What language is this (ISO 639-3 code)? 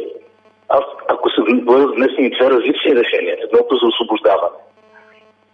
bul